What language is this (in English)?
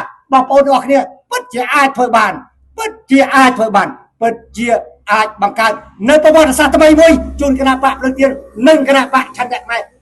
Khmer